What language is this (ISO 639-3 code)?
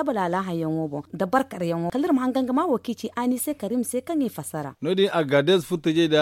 dje